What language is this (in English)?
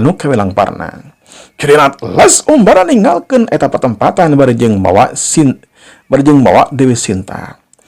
Sundanese